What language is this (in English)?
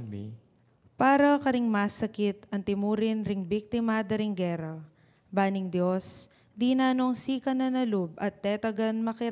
Pampanga